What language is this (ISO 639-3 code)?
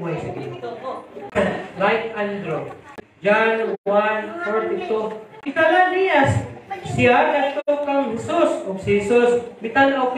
ceb